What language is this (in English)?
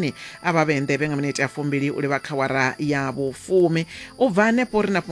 Venda